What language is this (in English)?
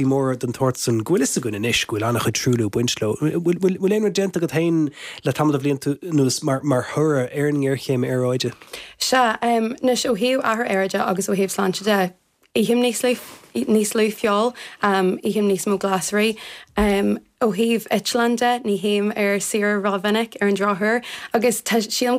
Irish